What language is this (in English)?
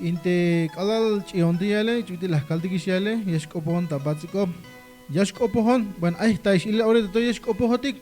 Tzeltal